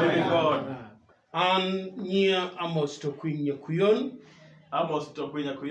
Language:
Acoli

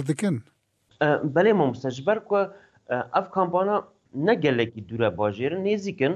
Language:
Kurdish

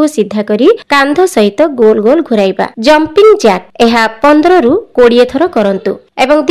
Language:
Odia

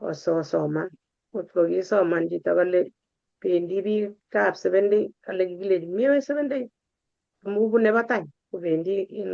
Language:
Kalenjin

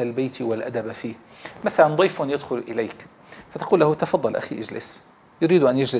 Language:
Arabic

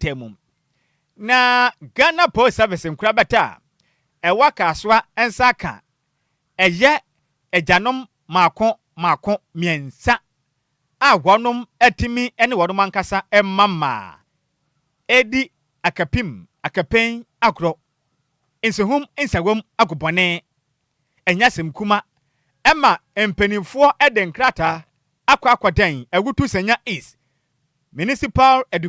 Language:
Akan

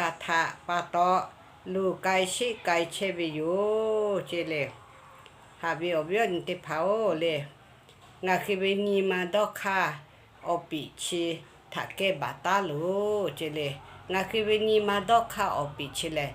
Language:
Lahu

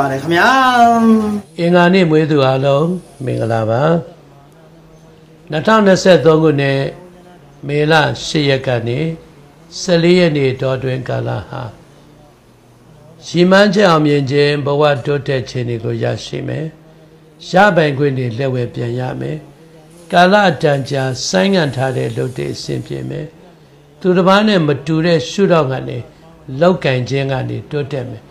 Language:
Burmese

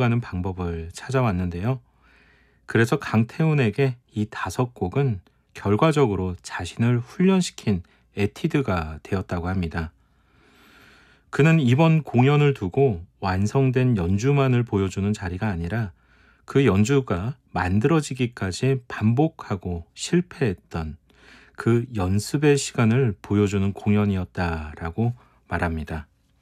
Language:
Korean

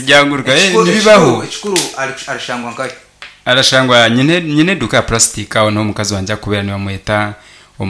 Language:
Nyankole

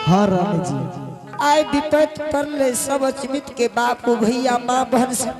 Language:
Angika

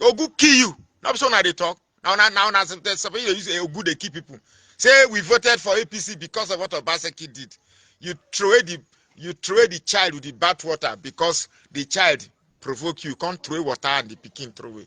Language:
Nigerian Pidgin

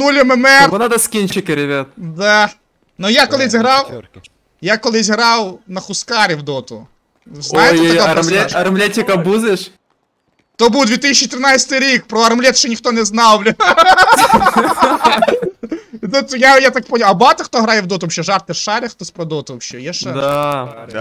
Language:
Ukrainian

